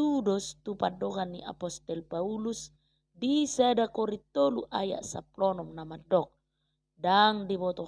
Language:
Batak Toba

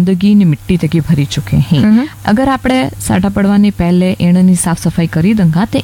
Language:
Gujarati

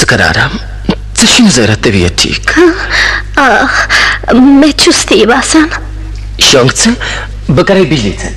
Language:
Kashmiri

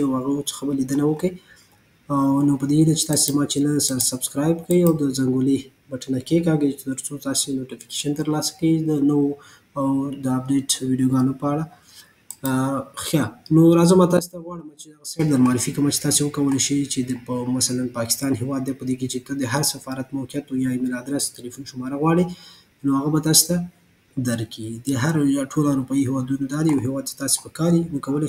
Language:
Pashto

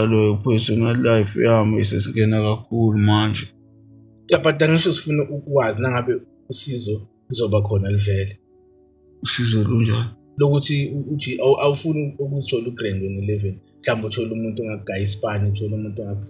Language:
Zulu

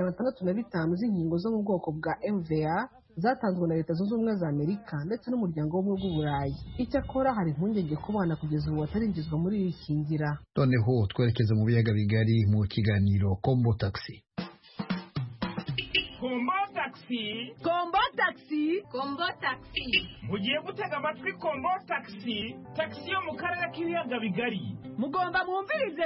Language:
Kinyarwanda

